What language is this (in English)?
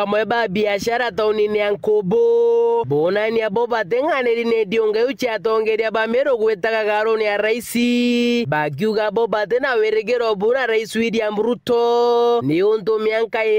Meru